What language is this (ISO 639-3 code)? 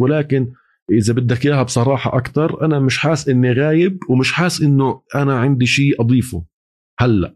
apc